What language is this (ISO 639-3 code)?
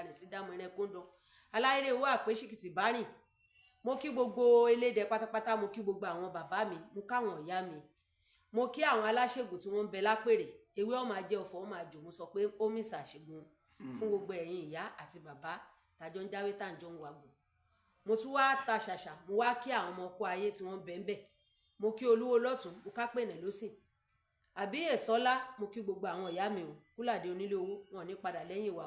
yor